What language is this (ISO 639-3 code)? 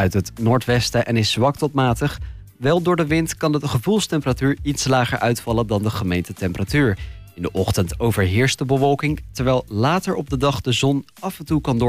nld